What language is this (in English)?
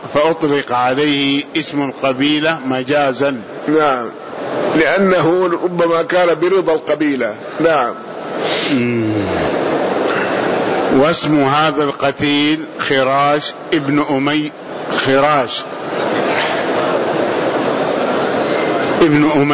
Arabic